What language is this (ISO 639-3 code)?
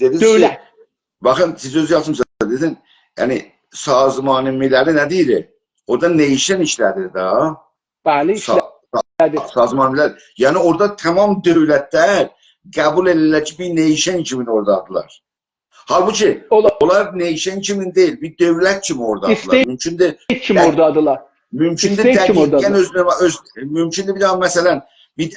azb